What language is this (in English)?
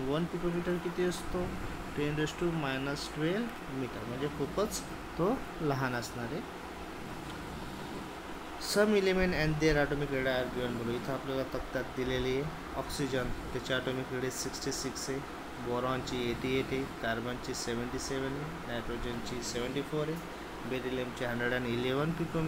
Marathi